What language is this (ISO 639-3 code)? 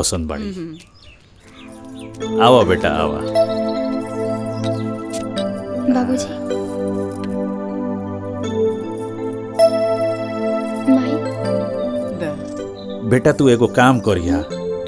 bho